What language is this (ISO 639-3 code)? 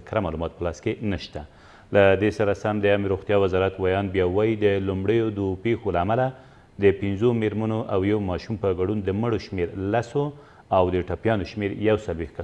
pus